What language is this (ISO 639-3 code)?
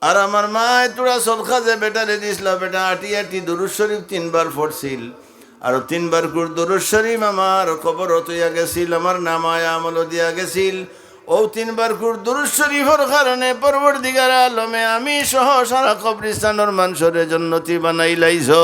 syl